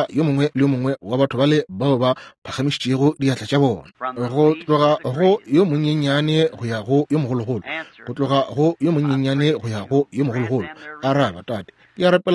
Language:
Northern Sotho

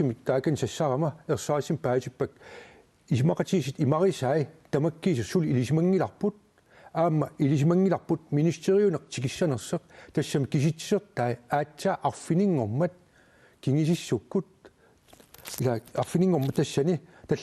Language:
Kalaallisut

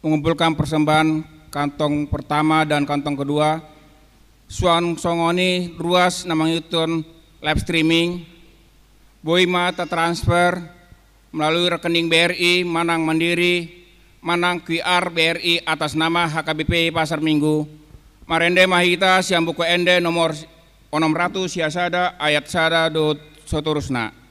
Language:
Batak Toba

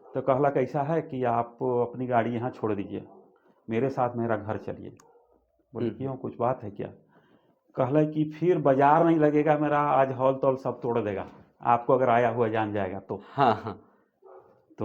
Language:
Sadri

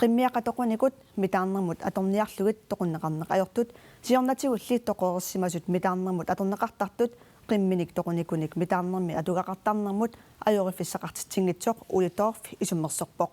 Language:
Kalaallisut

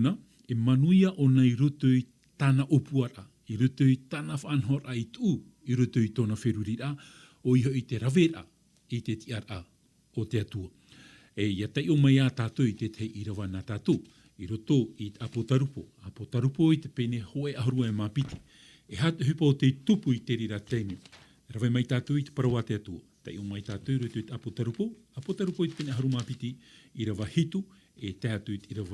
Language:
Tahitian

